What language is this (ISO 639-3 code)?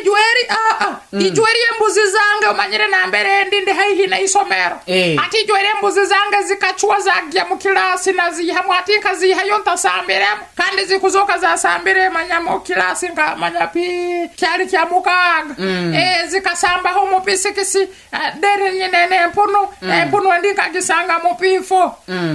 nyo